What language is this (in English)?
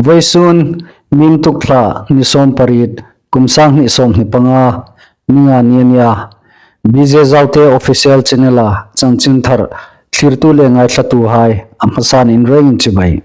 Hmar